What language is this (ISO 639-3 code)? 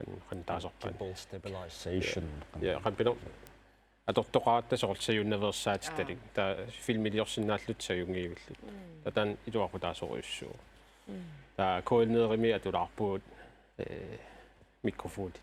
kal